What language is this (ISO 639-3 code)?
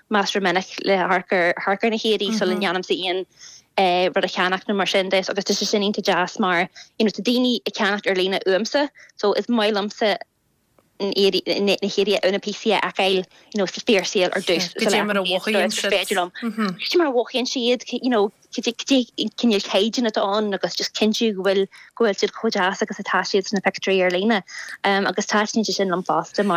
gle